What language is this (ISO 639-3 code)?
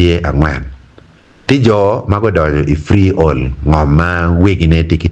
ach